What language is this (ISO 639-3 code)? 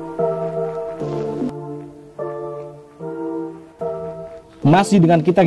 ind